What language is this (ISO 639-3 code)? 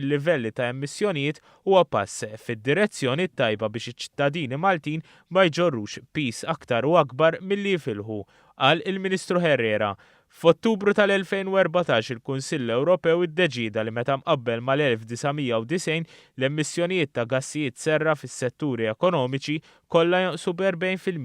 mlt